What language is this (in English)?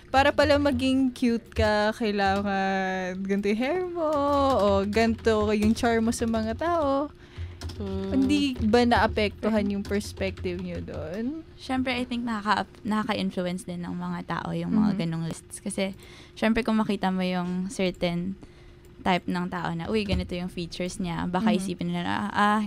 Filipino